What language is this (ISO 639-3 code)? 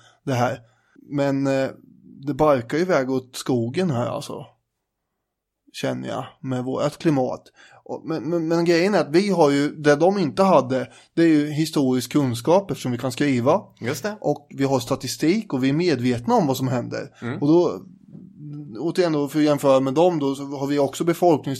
swe